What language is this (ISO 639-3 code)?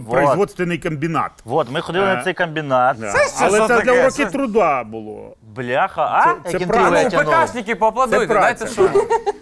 ukr